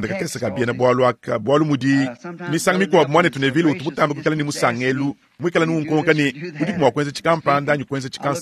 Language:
Luba-Lulua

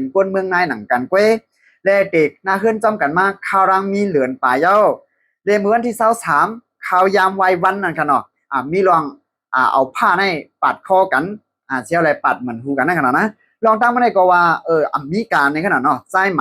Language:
Shan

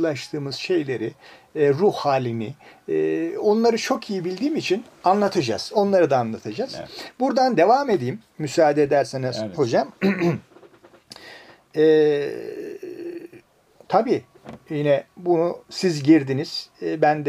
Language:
Turkish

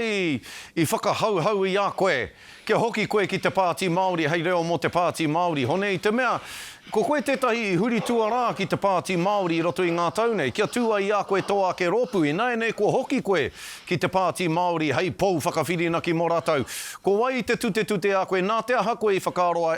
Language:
Māori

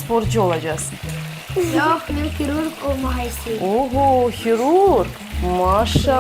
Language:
Crimean Tatar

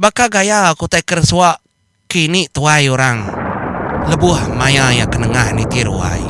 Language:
Iban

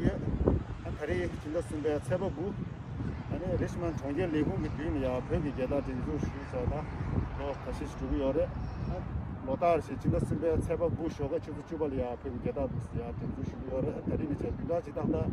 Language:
Tibetan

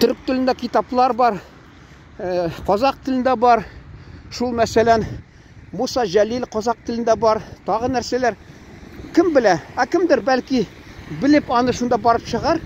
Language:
Tatar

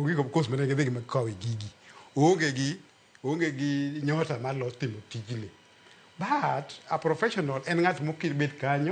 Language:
Luo (Kenya and Tanzania)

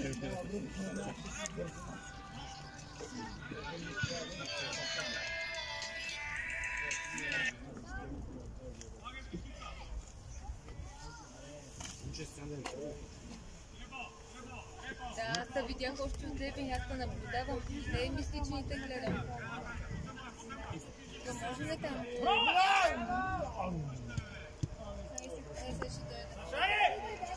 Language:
Bulgarian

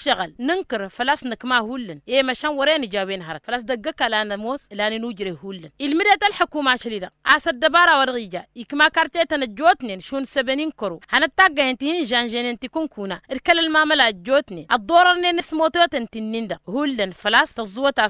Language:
Tamasheq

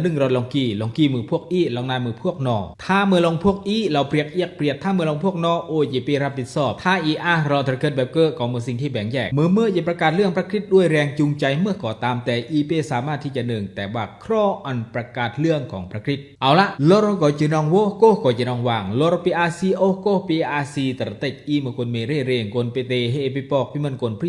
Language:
Khmu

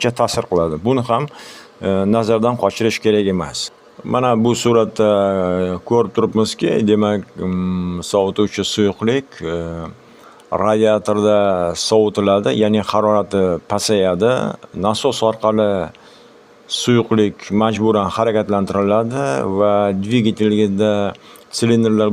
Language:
Uzbek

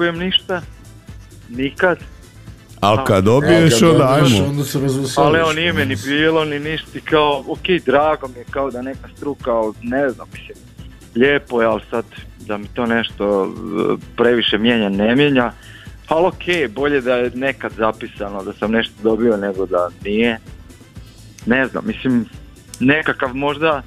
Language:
Croatian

